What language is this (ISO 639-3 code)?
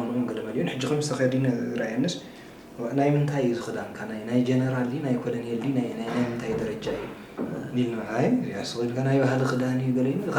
tir